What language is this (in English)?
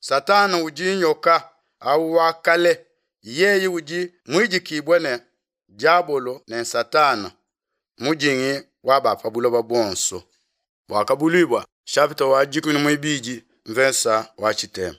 Luba-Lulua